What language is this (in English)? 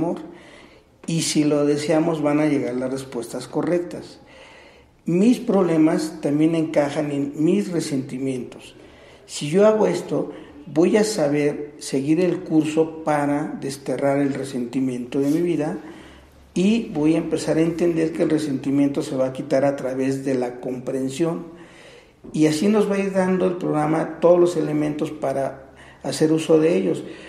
Spanish